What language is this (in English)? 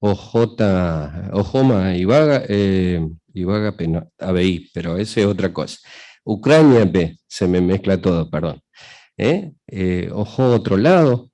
Guarani